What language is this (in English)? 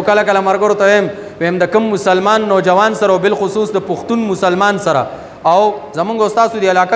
Pashto